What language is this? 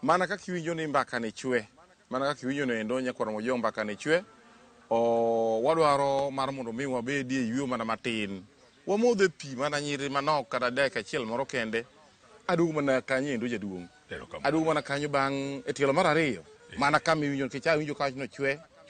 Luo (Kenya and Tanzania)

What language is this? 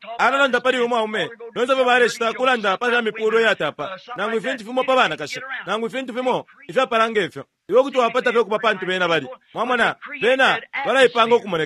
Bemba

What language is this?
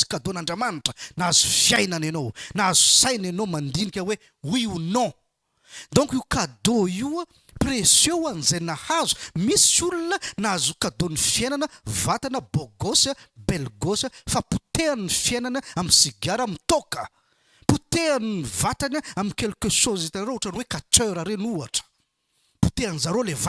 Malagasy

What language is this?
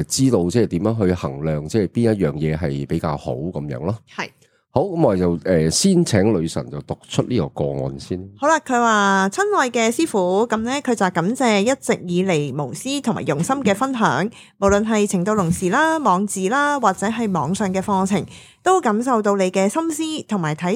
Cantonese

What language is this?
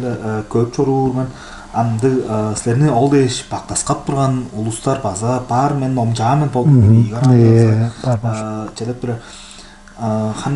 Tuvinian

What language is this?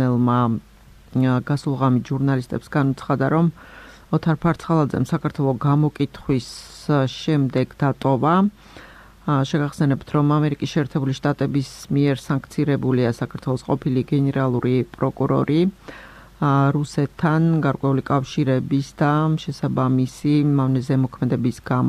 Georgian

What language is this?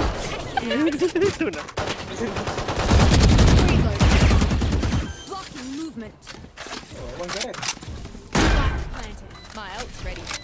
Malay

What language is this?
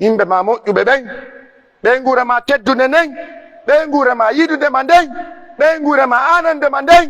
Pular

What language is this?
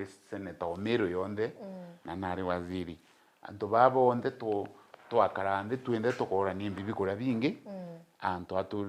Meru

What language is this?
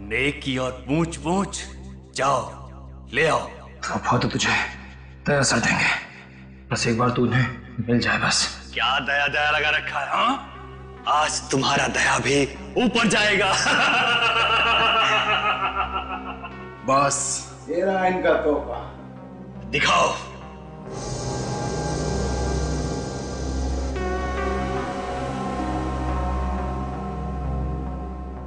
Hindi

